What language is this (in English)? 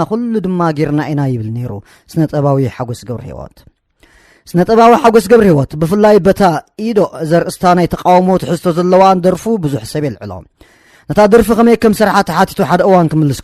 Tigrinya